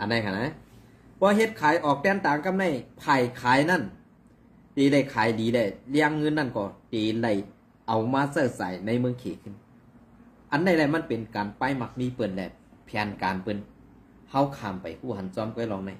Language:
Shan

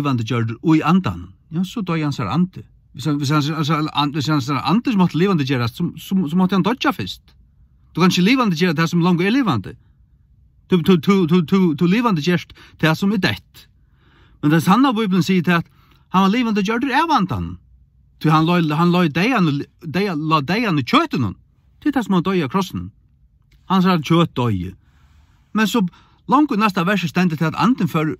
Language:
Faroese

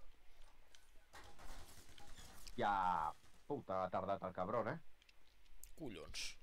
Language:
Catalan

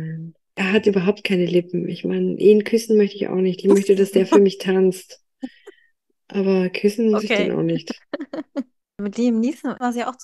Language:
German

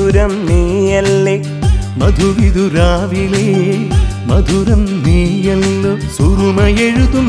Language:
Malayalam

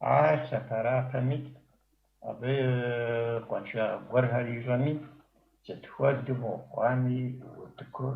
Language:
Kabardian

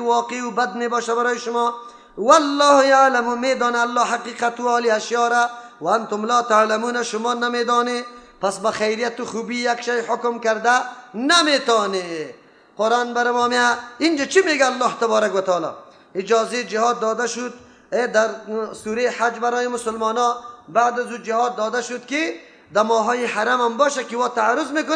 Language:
Persian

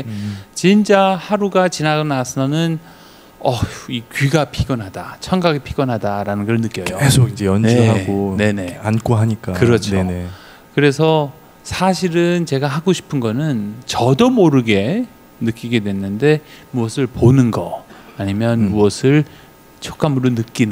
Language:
Korean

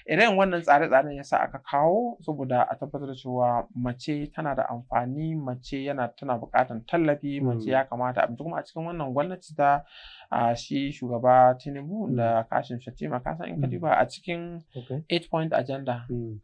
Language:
Hausa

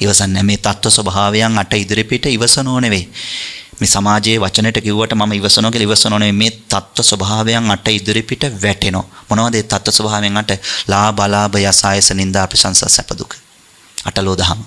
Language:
Sinhala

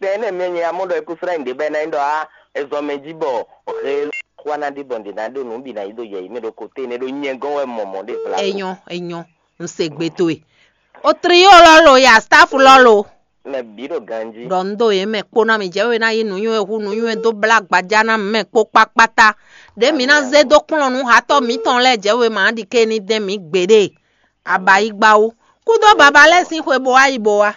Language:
Fon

